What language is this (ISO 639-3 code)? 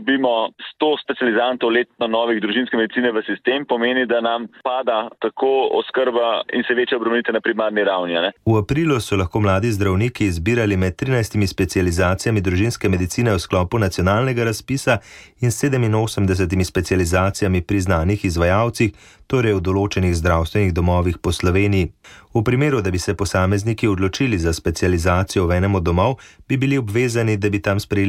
slv